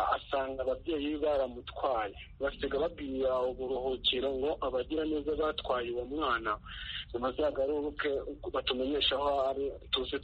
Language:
Kinyarwanda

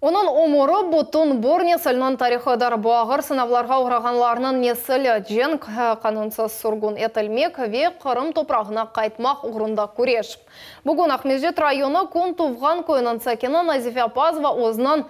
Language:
Crimean Tatar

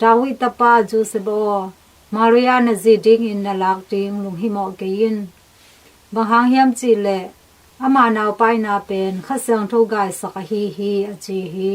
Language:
Tedim Chin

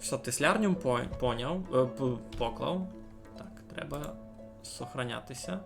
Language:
Rusyn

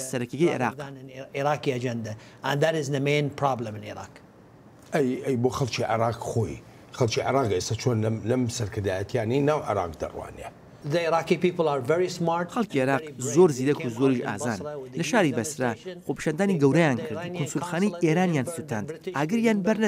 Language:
Central Kurdish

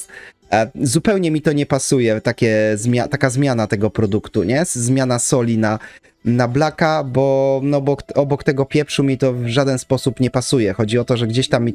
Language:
Polish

